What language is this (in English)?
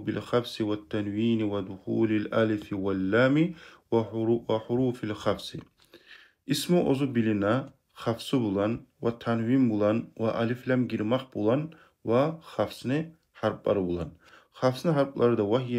Kumyk